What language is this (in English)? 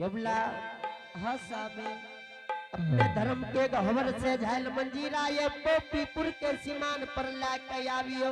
Angika